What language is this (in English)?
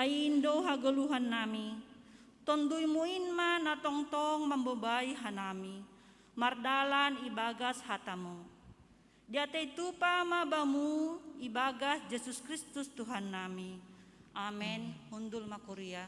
Batak Simalungun